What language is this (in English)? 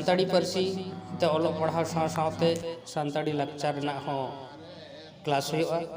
Santali